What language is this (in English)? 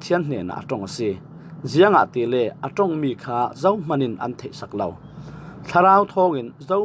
Falam Chin